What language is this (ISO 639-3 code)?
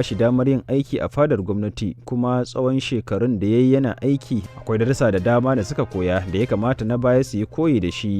hau